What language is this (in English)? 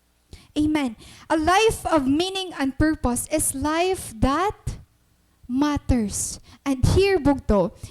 Waray